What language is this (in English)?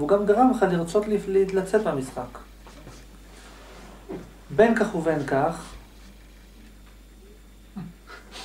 Hebrew